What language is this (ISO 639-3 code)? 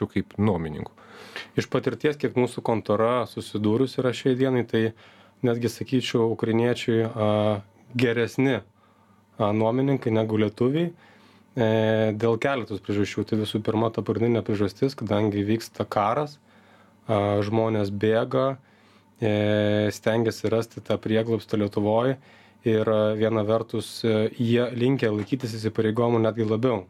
lit